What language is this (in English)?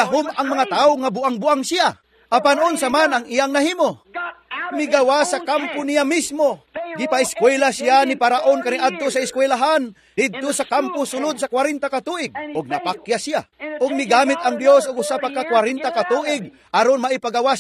Cebuano